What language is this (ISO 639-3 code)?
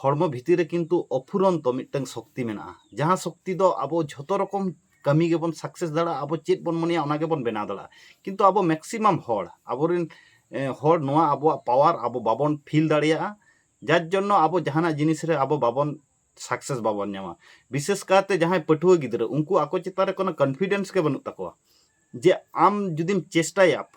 sat